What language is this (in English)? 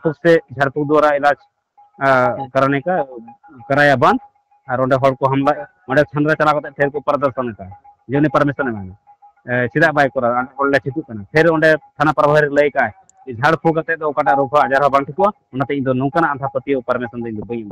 Santali